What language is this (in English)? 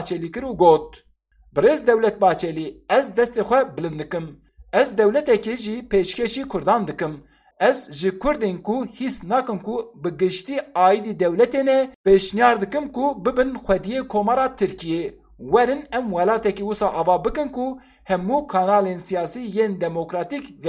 Kurdish